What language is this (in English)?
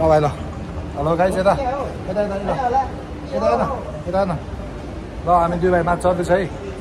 Nepali